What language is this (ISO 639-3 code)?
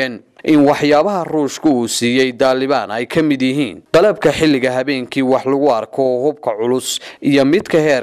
som